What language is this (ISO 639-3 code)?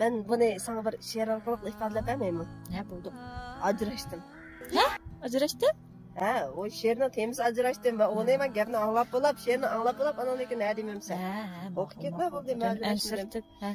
uig